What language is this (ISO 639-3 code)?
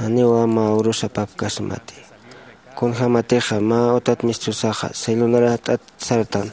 aym